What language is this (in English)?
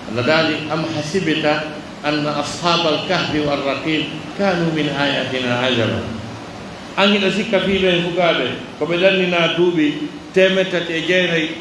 Pular